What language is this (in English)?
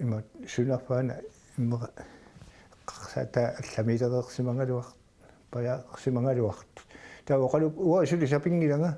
Kalaallisut